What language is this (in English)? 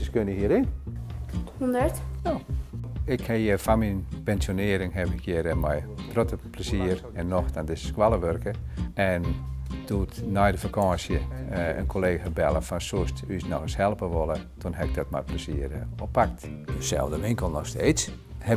Western Frisian